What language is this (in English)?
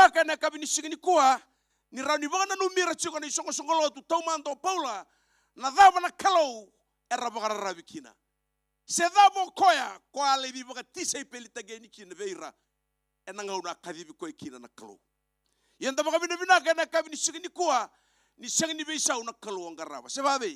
Fijian